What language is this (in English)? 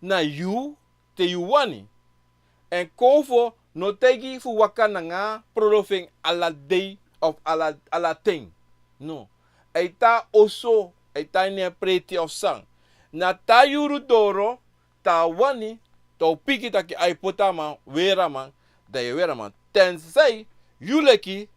Sranan Tongo